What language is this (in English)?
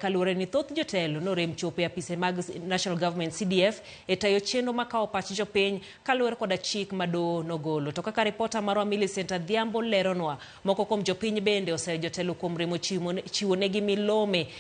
Luo (Kenya and Tanzania)